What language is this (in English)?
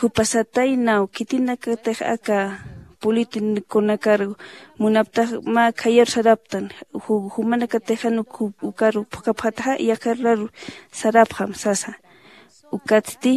Aymara